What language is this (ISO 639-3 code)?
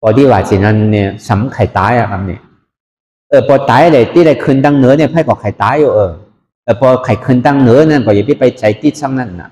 shn